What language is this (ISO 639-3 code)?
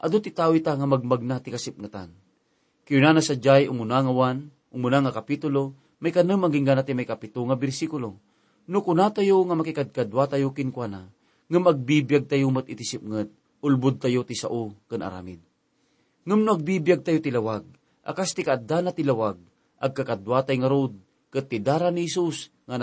ilo